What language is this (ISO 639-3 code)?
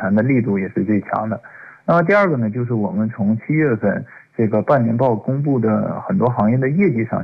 zho